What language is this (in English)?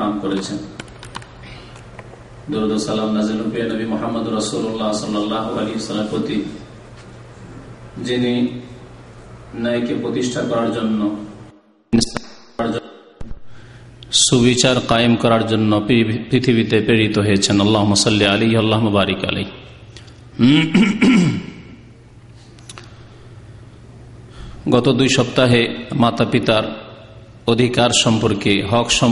Bangla